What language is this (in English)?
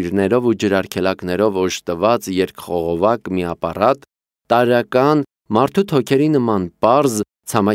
Armenian